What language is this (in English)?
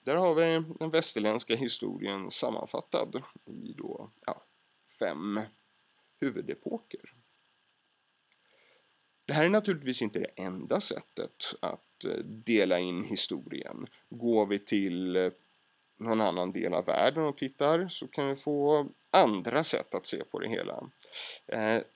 Swedish